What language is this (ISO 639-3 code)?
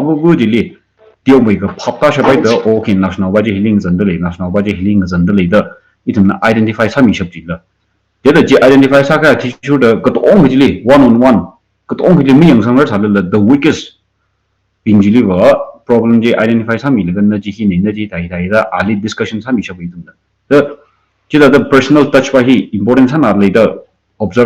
nmf